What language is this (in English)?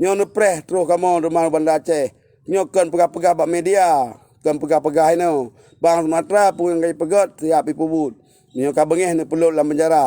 Achinese